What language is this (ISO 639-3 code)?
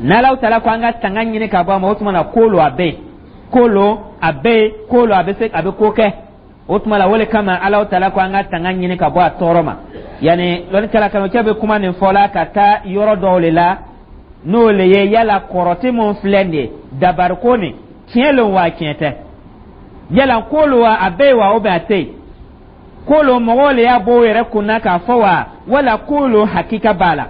dyu